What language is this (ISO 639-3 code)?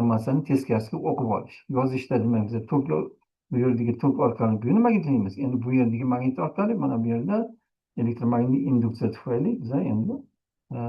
uzb